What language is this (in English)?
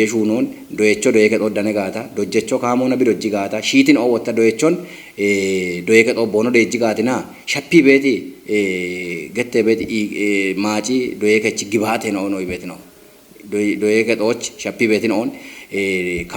Kafa